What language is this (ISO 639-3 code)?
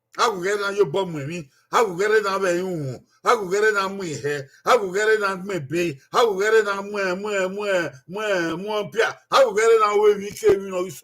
bin